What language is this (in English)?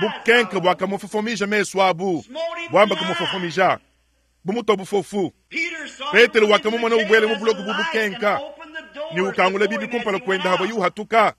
Luba-Lulua